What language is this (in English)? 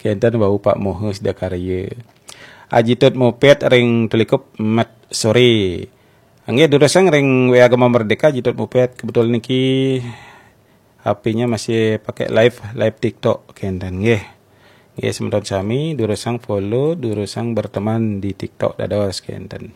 Balinese